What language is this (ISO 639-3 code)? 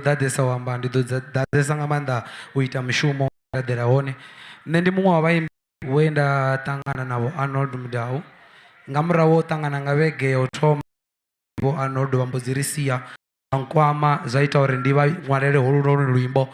ven